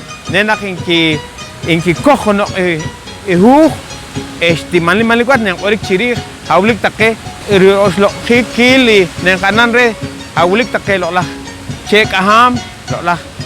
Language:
Poqomchi'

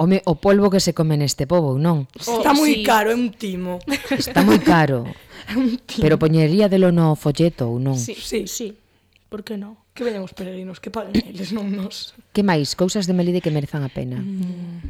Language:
Galician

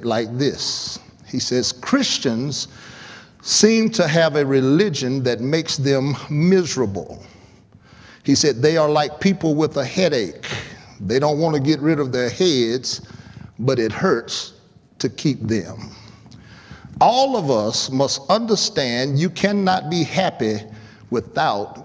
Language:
English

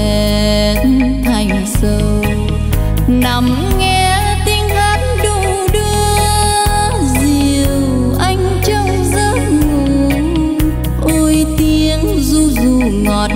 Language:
Vietnamese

